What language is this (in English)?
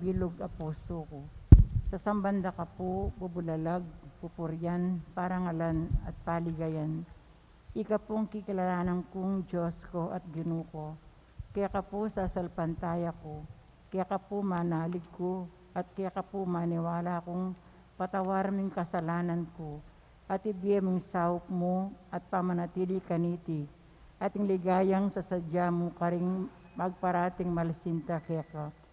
Pampanga